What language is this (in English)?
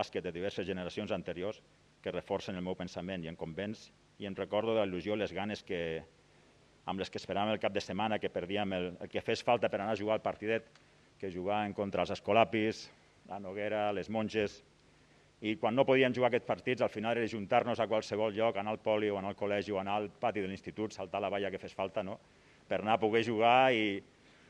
Catalan